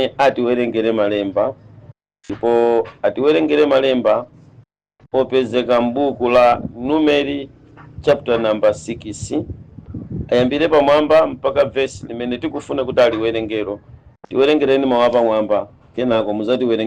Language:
Nyanja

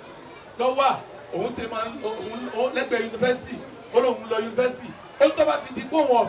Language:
Yoruba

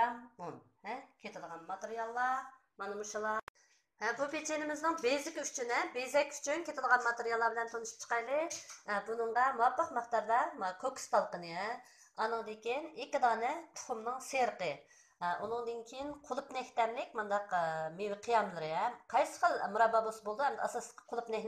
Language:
Uyghur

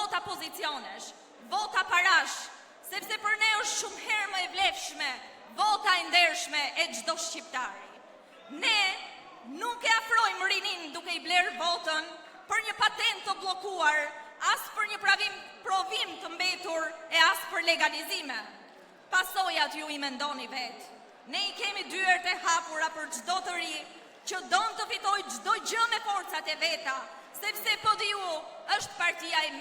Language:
Albanian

